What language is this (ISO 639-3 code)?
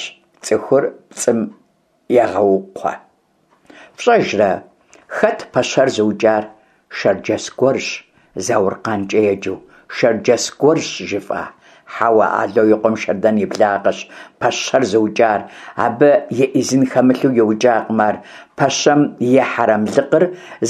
kbd